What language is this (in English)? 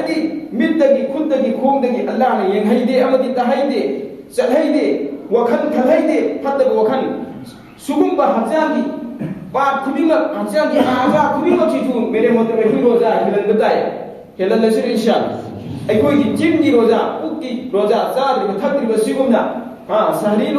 Manipuri